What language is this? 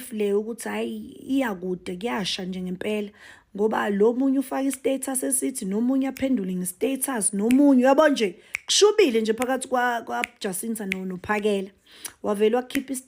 Zulu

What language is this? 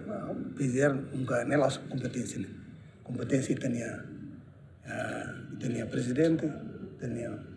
Tetum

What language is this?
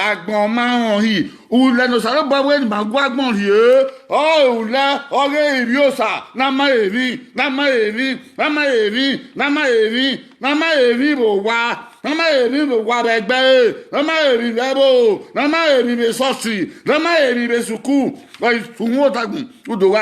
Bini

